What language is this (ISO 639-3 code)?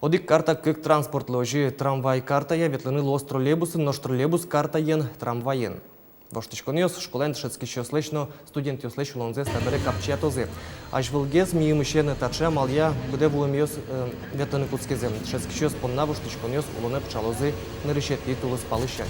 udm